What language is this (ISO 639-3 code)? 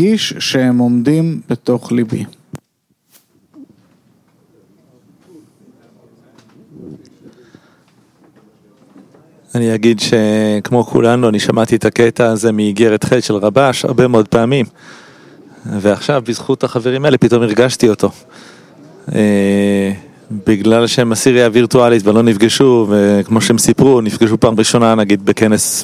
heb